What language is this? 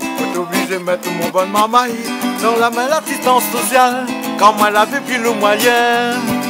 Réunion Creole French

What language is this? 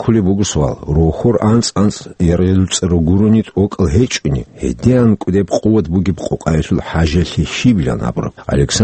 Avaric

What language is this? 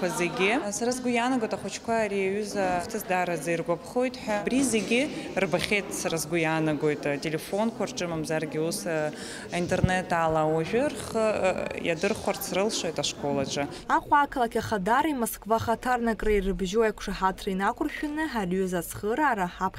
Abkhazian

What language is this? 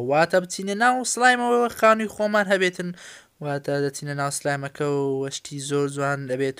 Central Kurdish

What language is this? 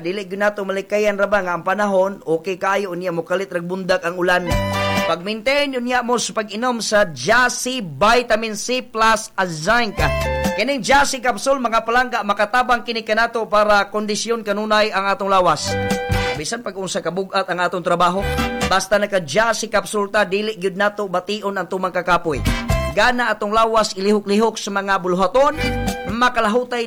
Cebuano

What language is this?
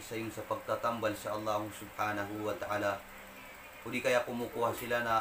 Maranao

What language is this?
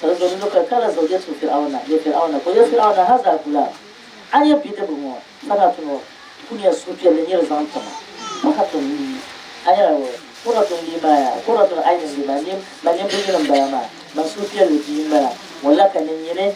Dagbani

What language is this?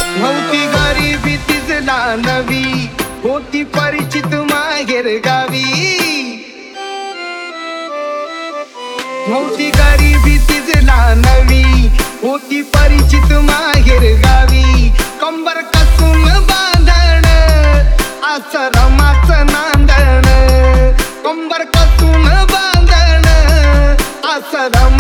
Marathi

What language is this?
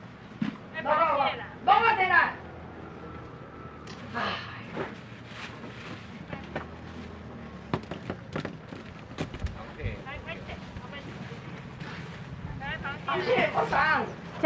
Min Nan Chinese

